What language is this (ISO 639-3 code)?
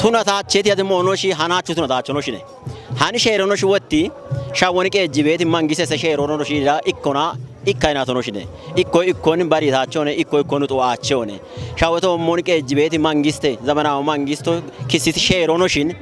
kbr